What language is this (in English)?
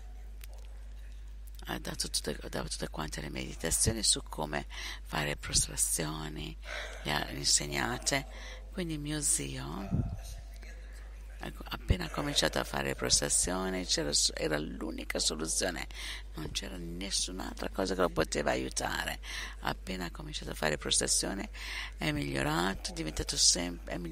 Italian